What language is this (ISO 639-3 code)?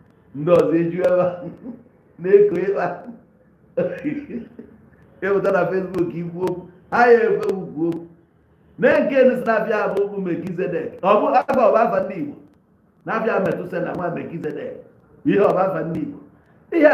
ibo